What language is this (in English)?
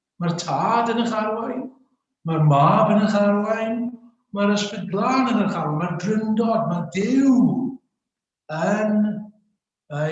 Welsh